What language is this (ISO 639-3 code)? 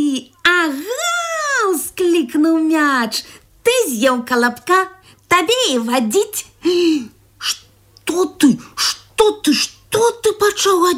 bel